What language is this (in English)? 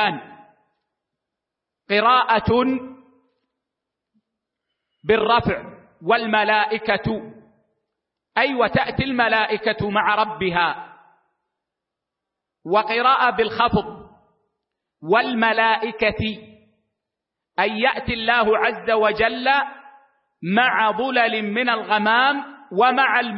Arabic